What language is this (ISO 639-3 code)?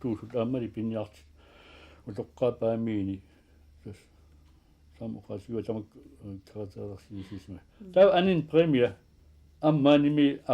kal